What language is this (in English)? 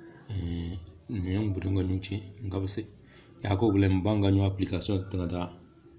Tem